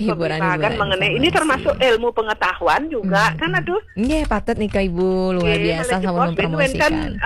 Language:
Balinese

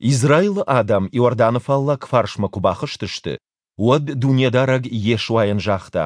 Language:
Ossetic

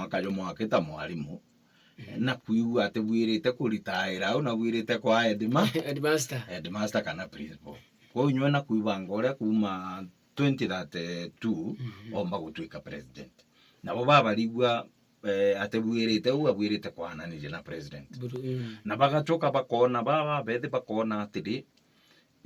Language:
Meru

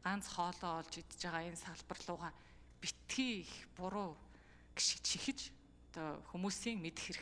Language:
Mongolian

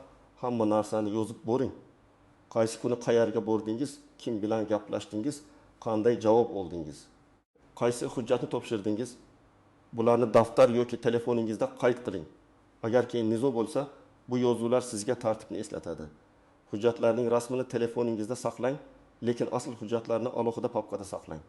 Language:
Uzbek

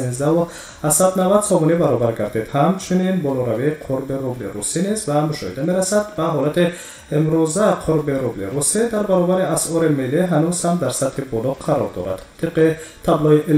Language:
Tajik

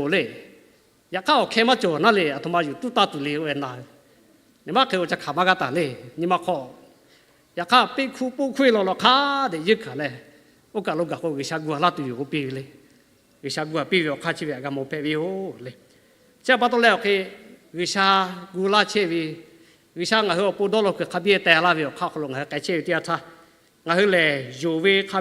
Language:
Lahu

